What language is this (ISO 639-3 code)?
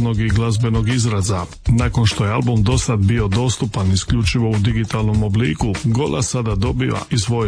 hrv